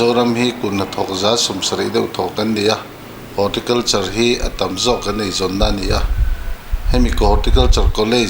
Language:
Mizo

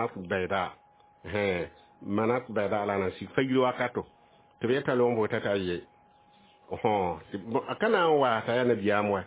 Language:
Mossi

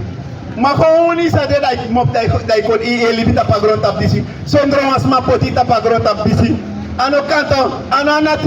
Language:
Sranan Tongo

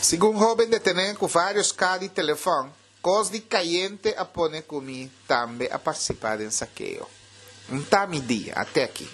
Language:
Papiamento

